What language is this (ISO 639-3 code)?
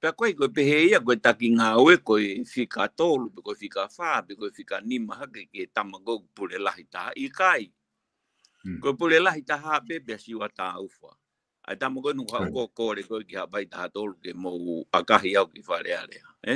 ton